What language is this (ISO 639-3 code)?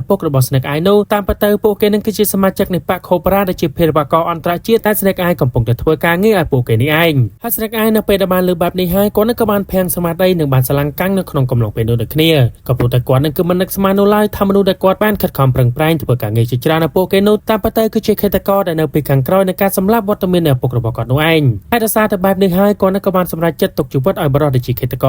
khm